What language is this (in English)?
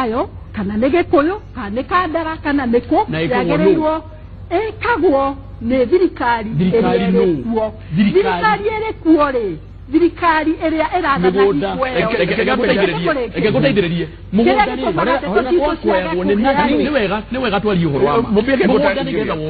Kikuyu